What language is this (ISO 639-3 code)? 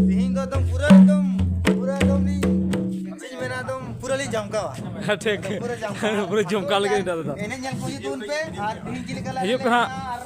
sat